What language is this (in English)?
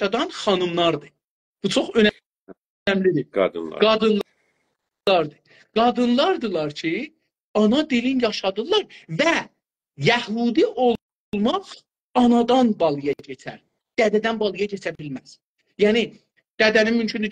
South Azerbaijani